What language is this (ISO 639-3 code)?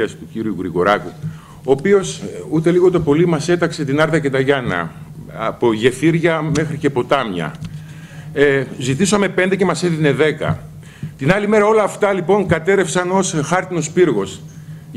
ell